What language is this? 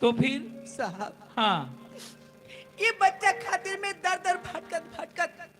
Chhattisgarhi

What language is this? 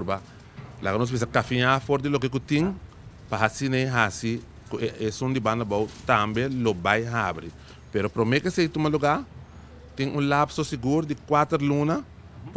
Papiamento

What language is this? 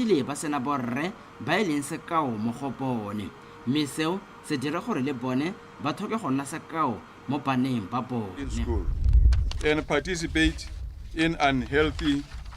Tswana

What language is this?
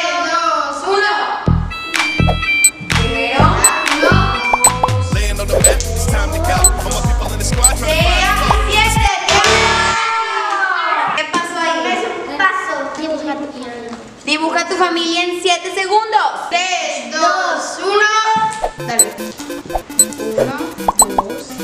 Spanish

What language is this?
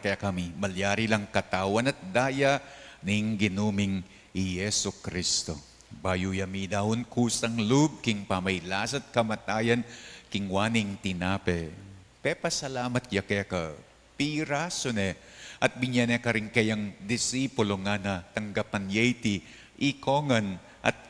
Pampanga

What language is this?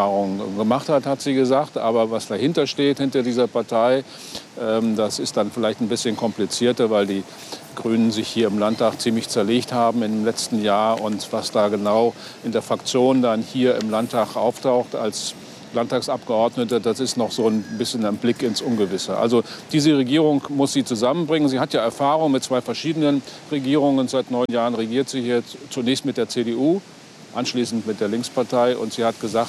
German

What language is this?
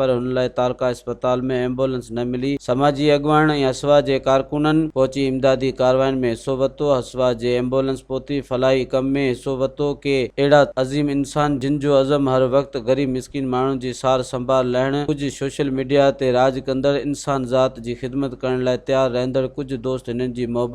Sindhi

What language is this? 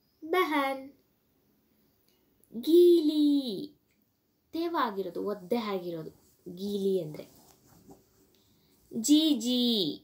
Kannada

